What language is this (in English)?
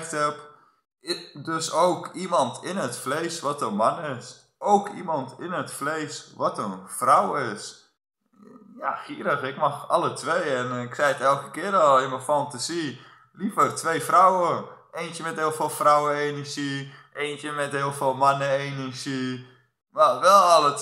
Dutch